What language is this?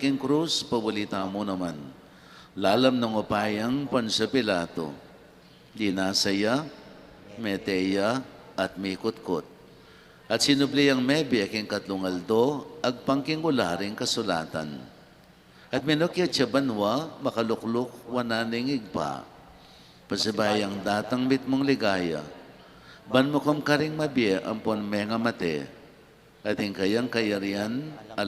Pampanga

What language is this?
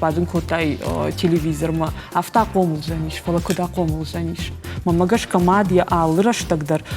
Ossetic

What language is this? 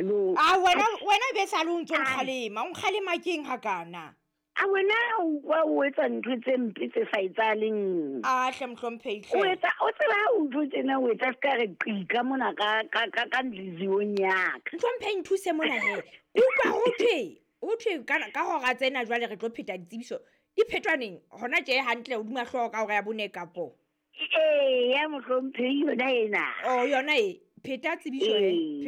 Southern Sotho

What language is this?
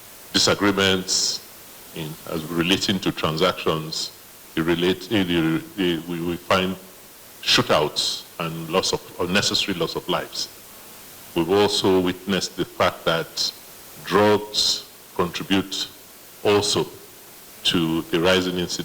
Nigerian Pidgin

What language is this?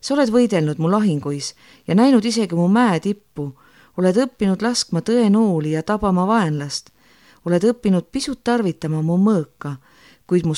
Estonian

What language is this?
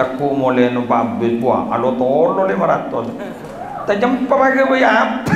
Madurese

